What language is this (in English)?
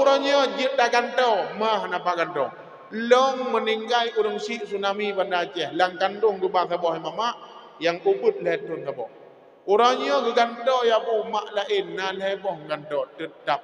Achinese